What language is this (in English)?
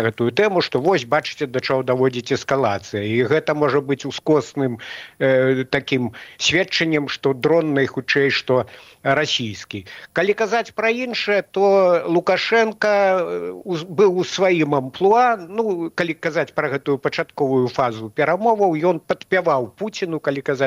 Belarusian